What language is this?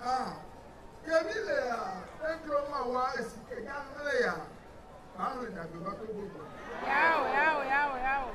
Ewe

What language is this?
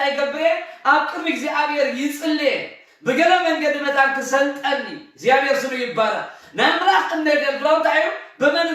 Tigrinya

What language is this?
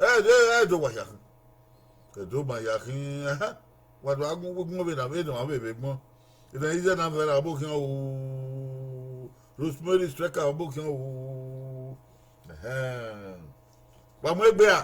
Bini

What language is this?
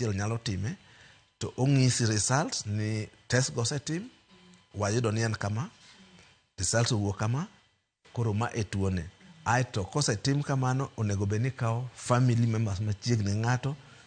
Luo (Kenya and Tanzania)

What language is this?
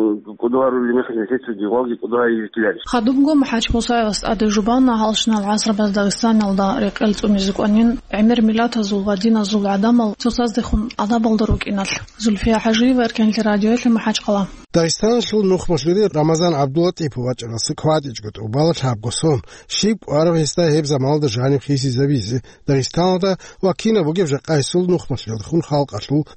Avaric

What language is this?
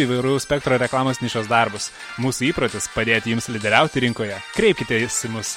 Lithuanian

